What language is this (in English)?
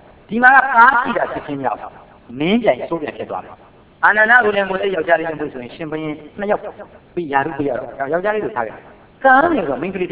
Burmese